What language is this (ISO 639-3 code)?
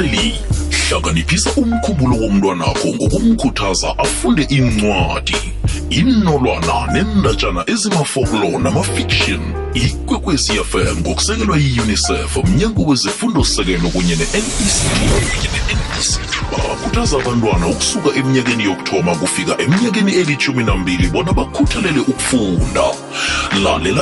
nbl